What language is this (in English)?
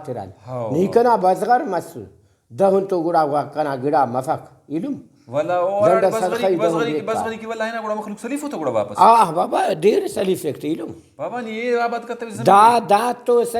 Brahui